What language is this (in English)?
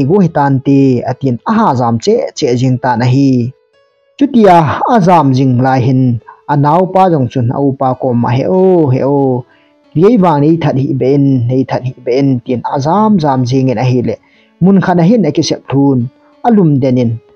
Thado Chin